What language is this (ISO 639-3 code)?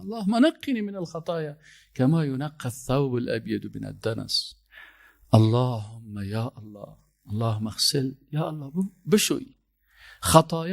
fas